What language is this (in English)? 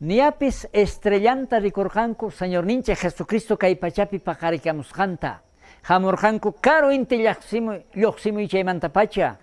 South Bolivian Quechua